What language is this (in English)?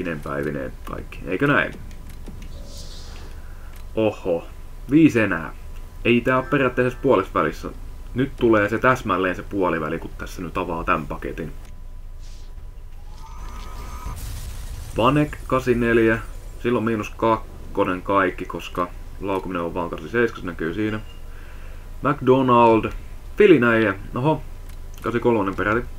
Finnish